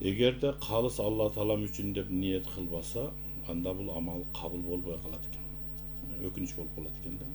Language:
Kyrgyz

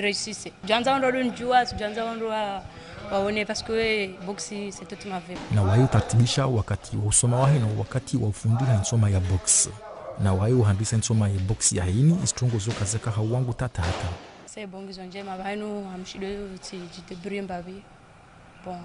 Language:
Ngazidja Comorian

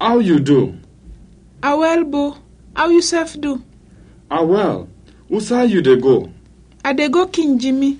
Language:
Krio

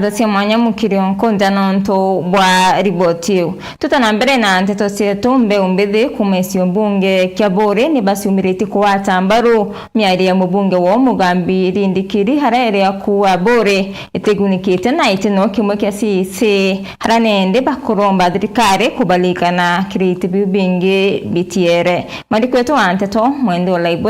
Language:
Meru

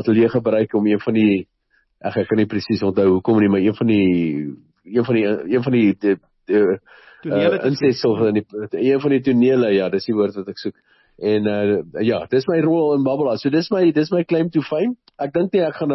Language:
Afrikaans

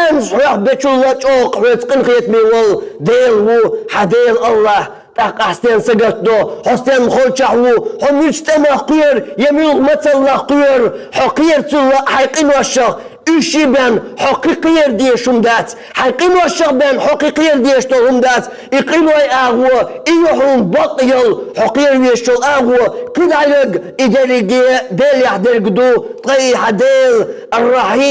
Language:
Chechen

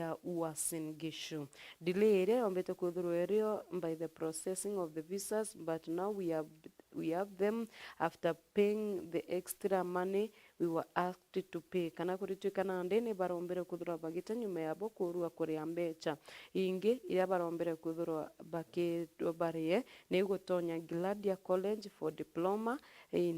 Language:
Meru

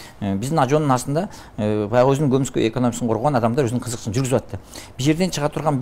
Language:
Kyrgyz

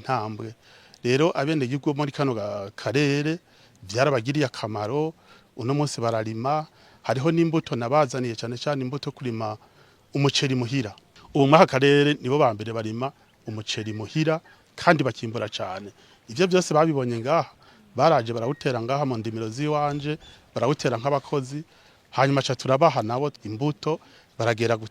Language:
Rundi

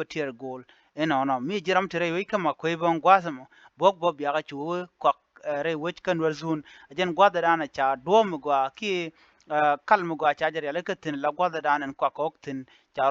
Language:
Nuer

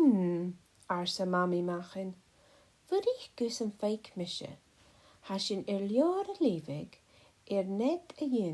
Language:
Scottish Gaelic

